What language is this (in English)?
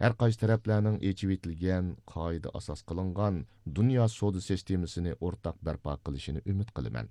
Uyghur